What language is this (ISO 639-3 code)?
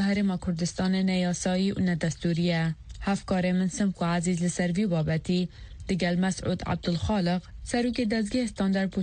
kur